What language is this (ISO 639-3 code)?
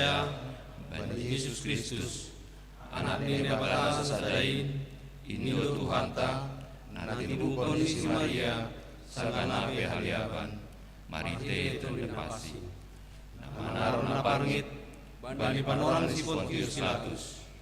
bts